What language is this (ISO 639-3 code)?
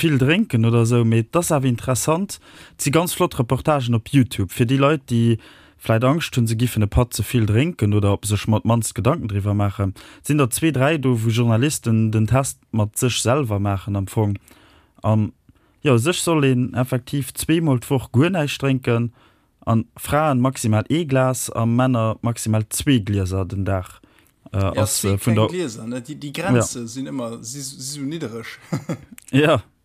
ltz